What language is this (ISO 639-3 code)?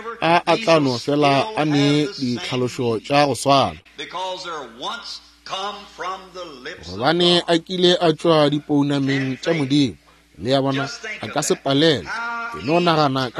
nso